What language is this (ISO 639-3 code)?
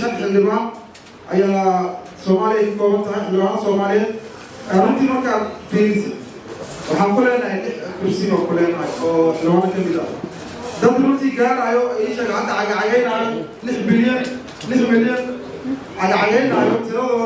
som